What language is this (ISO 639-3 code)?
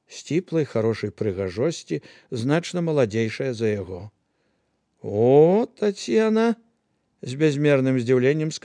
bel